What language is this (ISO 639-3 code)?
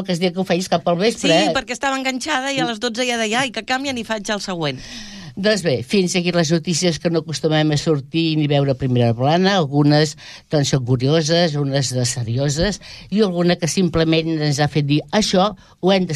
cat